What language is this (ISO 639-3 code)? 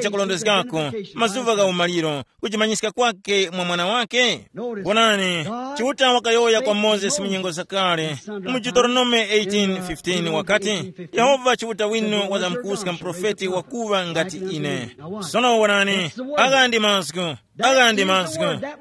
tum